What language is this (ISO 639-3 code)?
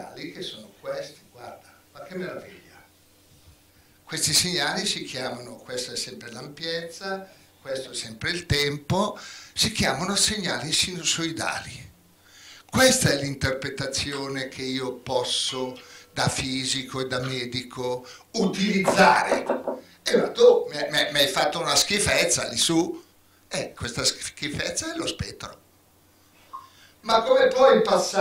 ita